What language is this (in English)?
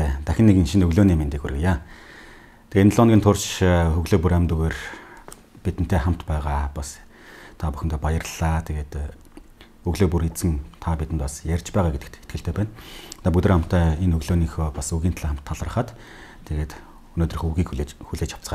Mongolian